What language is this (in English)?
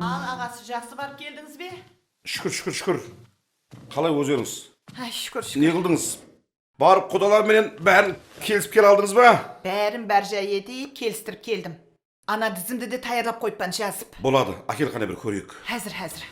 Kara-Kalpak